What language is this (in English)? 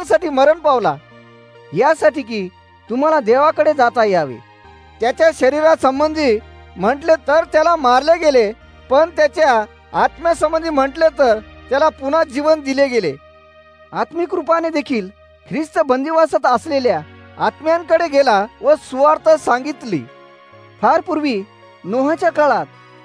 Marathi